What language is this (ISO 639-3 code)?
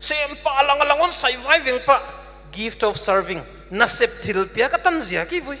pck